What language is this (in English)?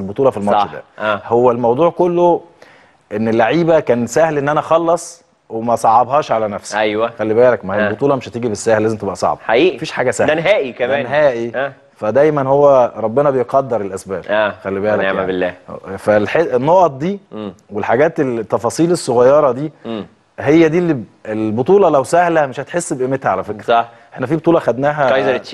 Egyptian Arabic